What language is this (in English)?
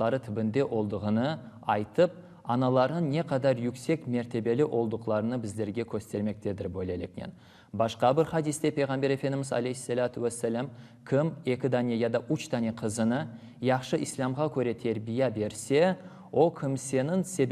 Crimean Tatar